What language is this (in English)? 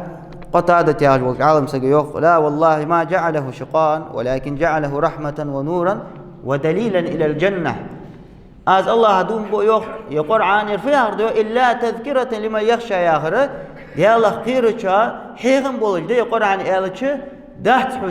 Ingush